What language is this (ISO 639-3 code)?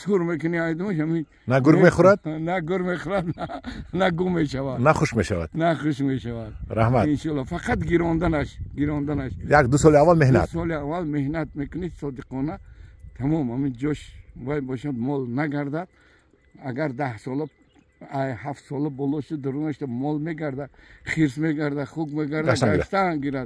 tgk